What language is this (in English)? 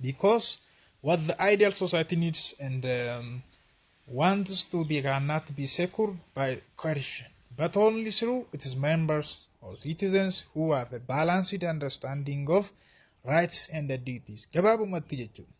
Oromo